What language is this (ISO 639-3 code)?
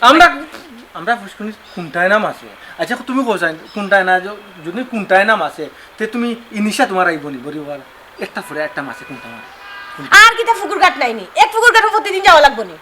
syl